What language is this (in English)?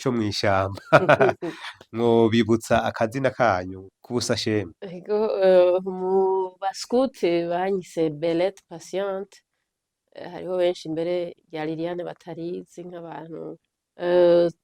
Rundi